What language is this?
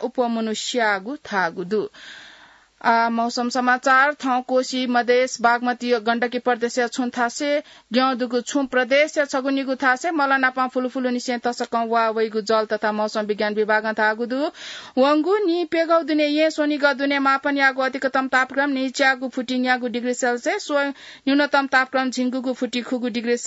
Newari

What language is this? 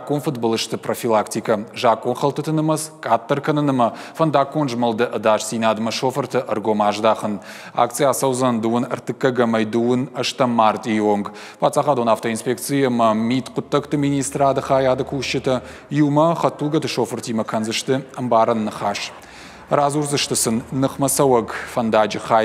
Ossetic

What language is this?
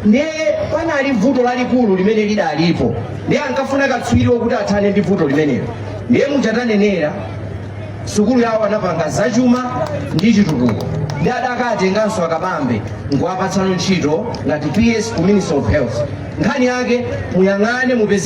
Nyanja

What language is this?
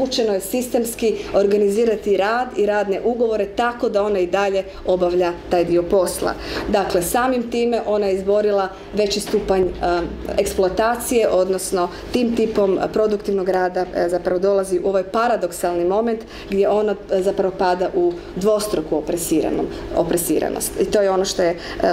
Croatian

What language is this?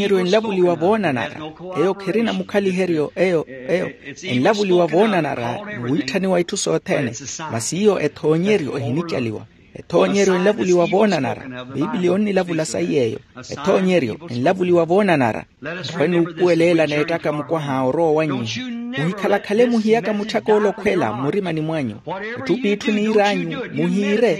Makhuwa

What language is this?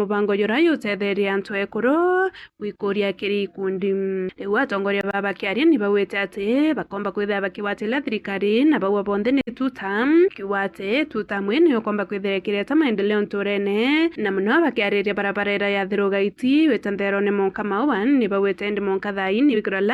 Meru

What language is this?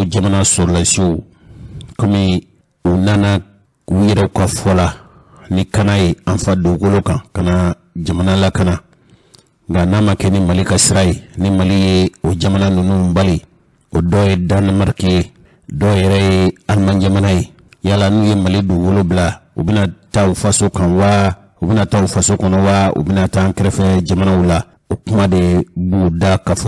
Bambara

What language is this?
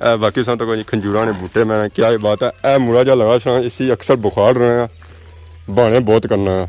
Pahari-Potwari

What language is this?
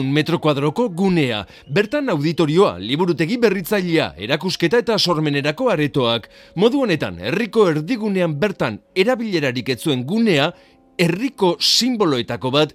Basque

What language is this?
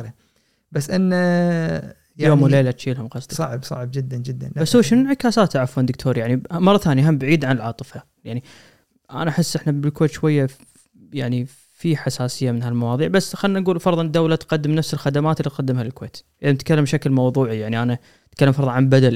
Gulf Arabic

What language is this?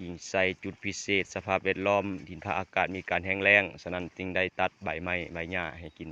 Lao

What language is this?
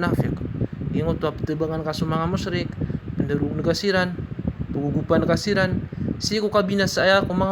Maranao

